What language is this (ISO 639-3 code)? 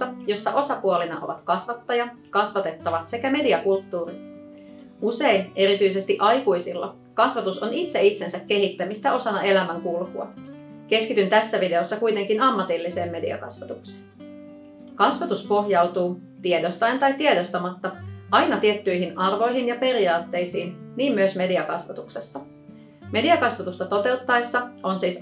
fin